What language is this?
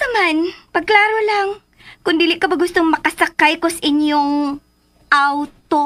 Cebuano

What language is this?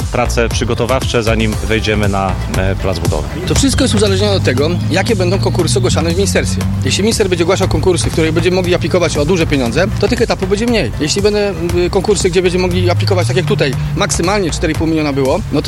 Polish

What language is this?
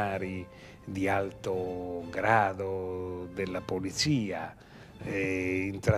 Italian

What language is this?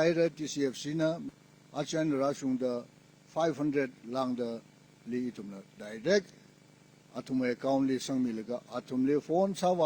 Tangkhul Naga (India)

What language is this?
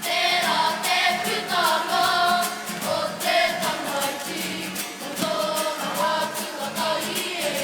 Māori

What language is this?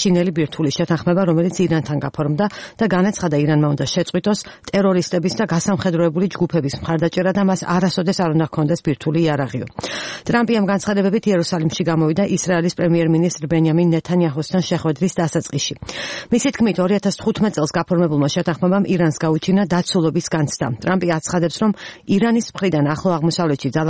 Georgian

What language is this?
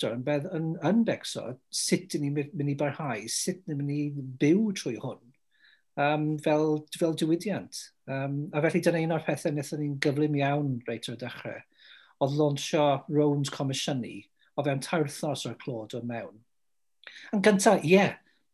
Welsh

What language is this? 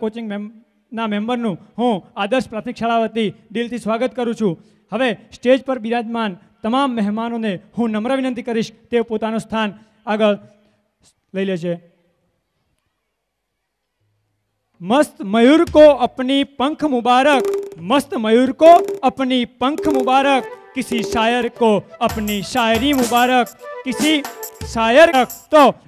Gujarati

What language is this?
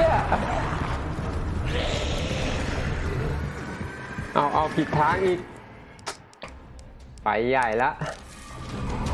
Thai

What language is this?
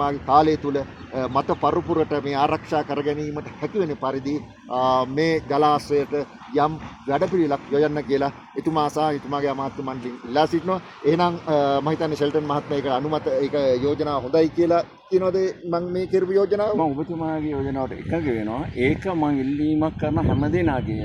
Sinhala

